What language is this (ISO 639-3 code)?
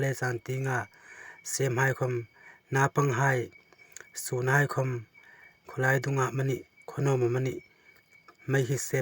hmr